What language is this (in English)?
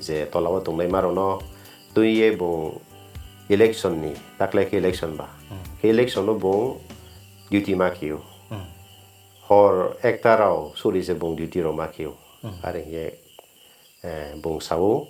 Riang (India)